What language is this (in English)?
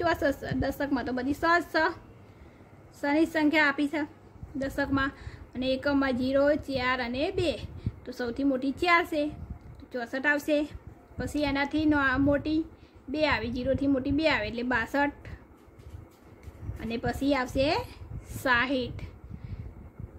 Gujarati